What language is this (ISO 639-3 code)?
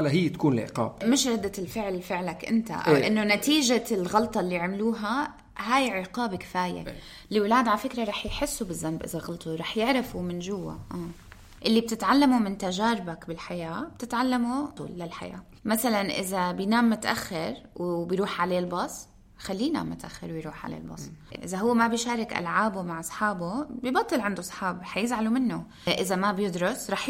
apc